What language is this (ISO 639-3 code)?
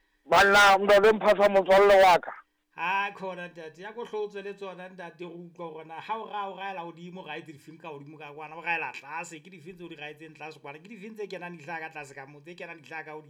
sot